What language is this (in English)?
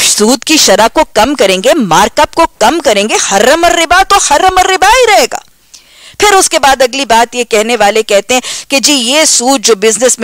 Urdu